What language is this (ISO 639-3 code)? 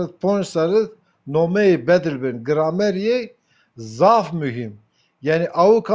zza